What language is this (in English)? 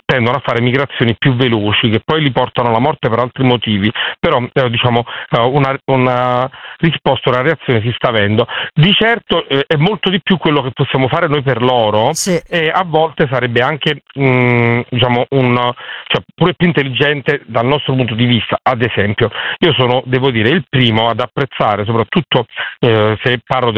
Italian